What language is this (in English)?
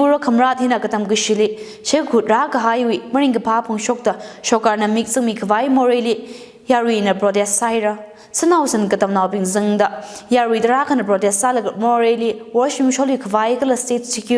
Tangkhul Naga (India)